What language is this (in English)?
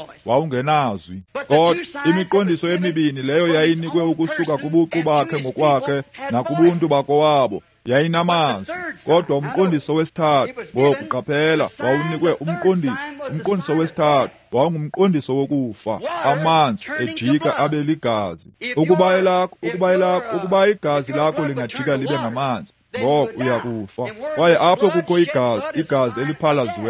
Xhosa